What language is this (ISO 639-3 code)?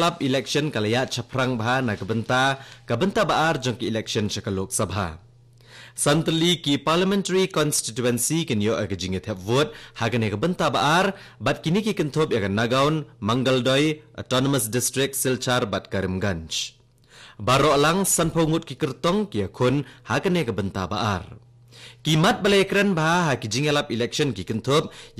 kha